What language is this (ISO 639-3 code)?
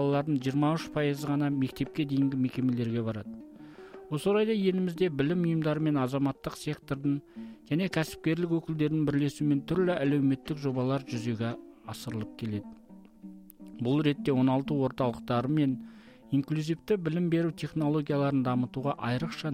kaz